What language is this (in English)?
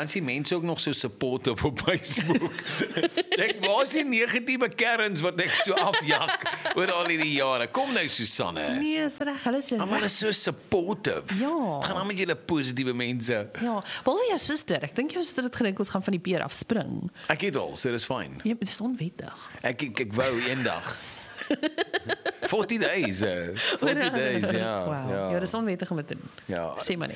Afrikaans